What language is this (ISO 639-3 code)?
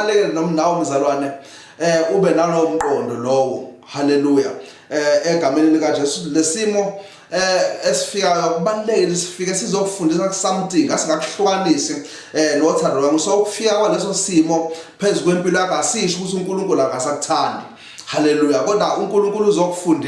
zul